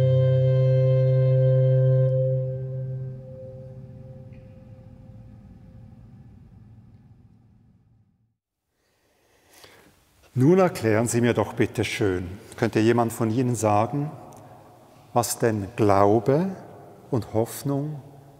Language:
German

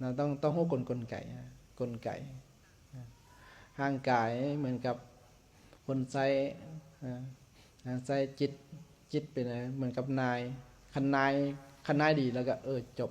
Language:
Lao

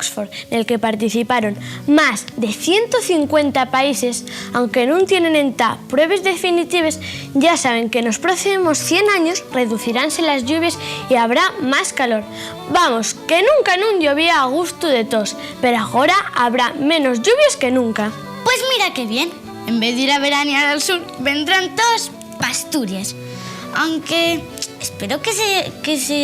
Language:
Asturian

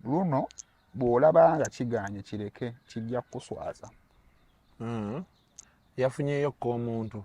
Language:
Ganda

